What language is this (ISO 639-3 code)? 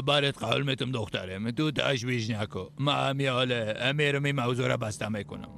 fas